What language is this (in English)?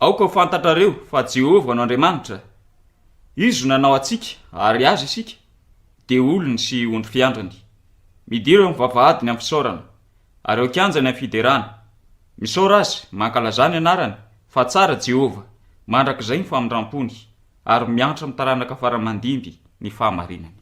Malagasy